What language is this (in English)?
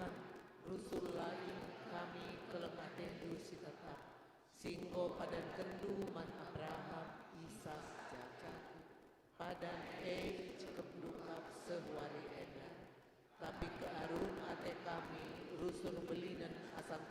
Batak Karo